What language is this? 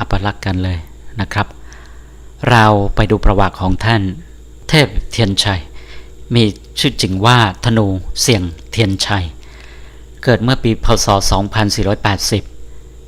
Lao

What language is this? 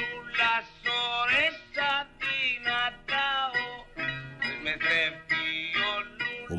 Greek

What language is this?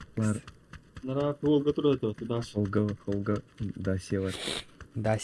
Yakut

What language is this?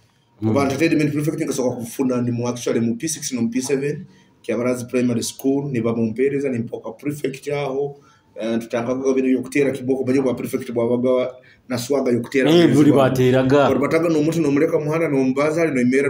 Nyoro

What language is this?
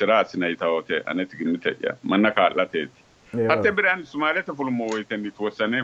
Sidamo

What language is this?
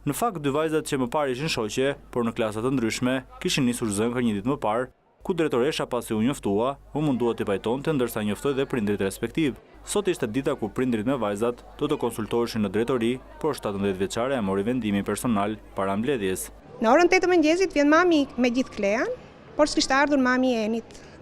Albanian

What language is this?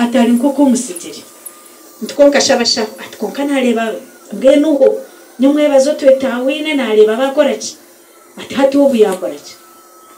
Nyankole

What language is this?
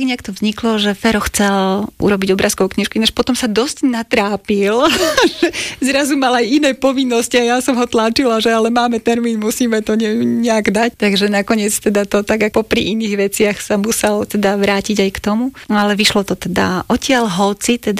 Slovak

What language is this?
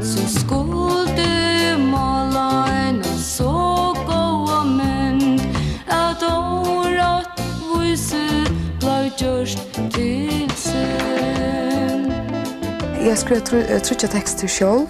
Faroese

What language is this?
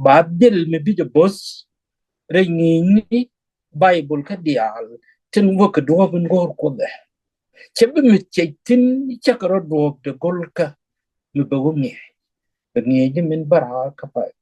Nuer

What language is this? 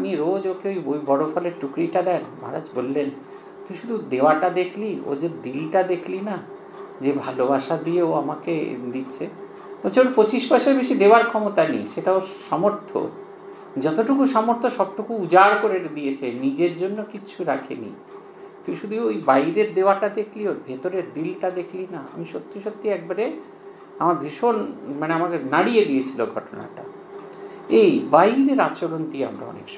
Bangla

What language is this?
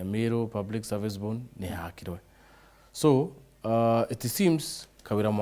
Meru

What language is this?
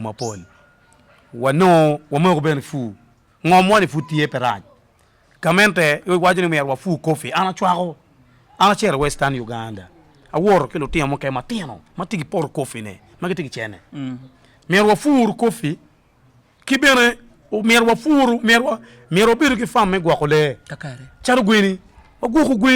Acoli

